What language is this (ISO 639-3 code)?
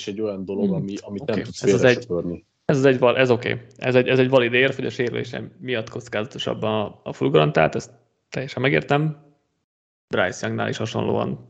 hun